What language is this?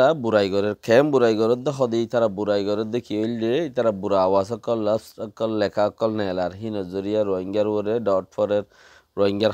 Rohingya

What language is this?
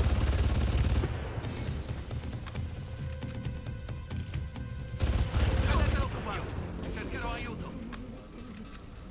Italian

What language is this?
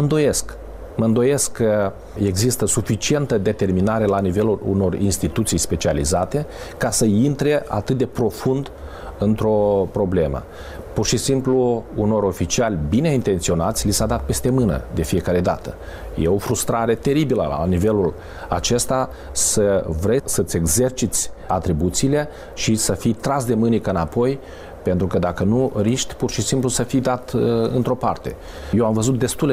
Romanian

